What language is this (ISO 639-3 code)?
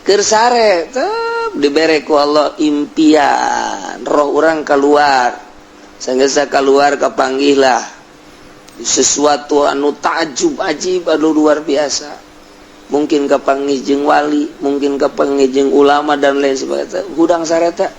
sun